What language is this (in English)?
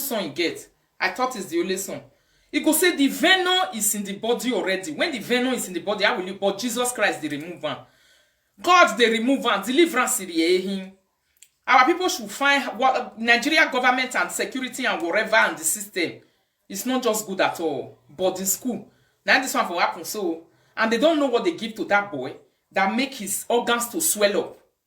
Nigerian Pidgin